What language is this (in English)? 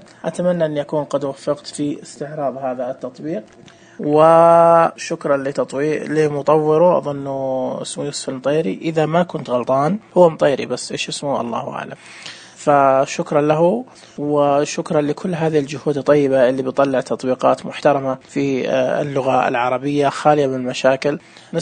Najdi Arabic